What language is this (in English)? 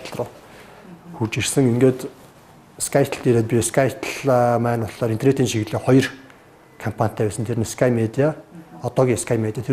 Mongolian